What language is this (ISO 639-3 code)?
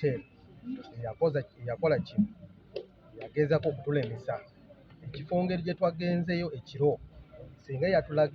lug